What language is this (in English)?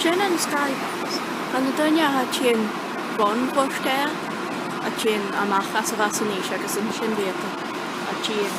Scottish Gaelic